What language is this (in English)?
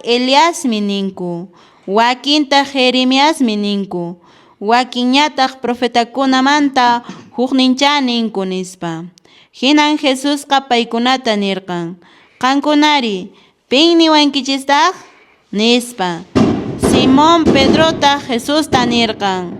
Quechua